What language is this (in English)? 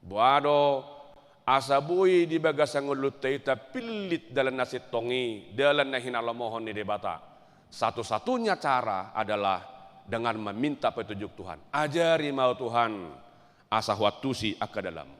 Batak Toba